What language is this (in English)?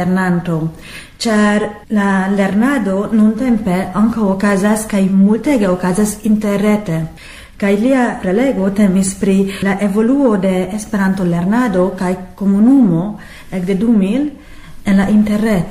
Esperanto